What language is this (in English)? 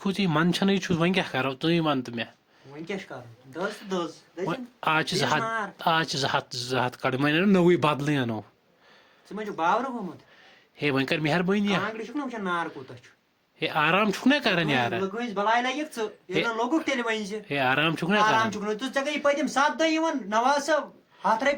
Kashmiri